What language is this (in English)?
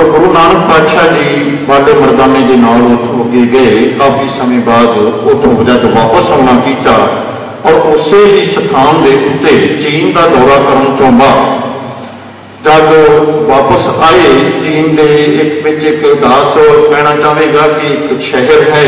Punjabi